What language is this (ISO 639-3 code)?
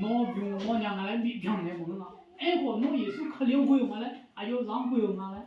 ahk